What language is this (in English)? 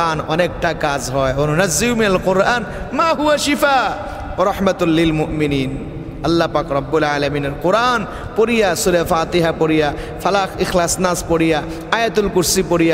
Bangla